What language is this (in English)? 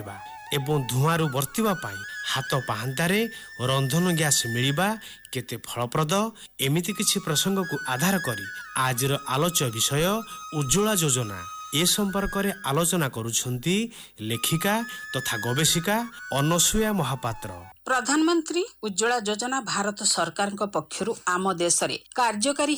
Odia